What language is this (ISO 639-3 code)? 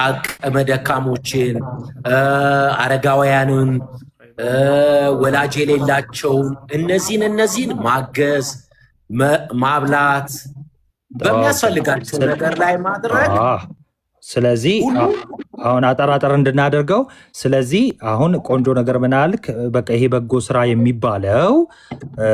amh